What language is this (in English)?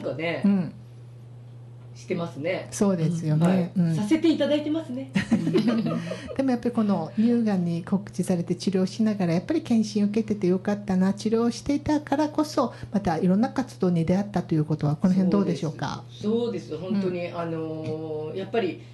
Japanese